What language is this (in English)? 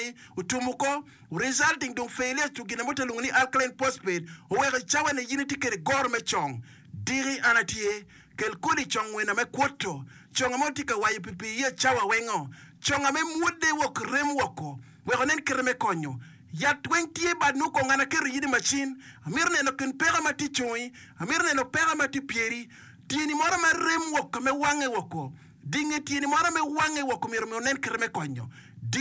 Acoli